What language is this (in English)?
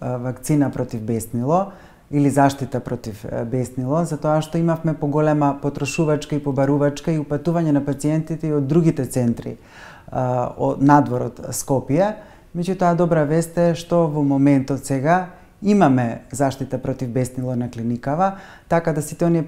Macedonian